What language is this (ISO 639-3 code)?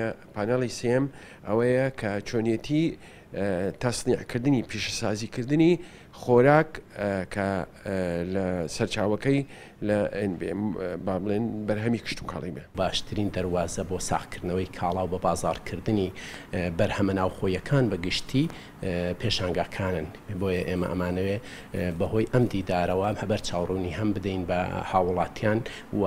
ckb